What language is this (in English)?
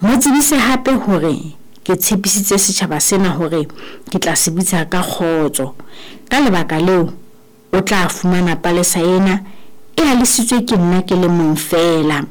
Southern Sotho